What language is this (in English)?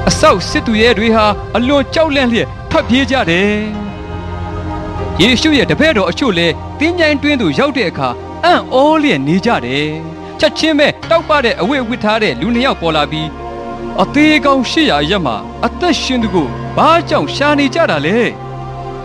Burmese